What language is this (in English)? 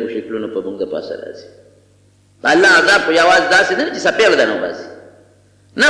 Pashto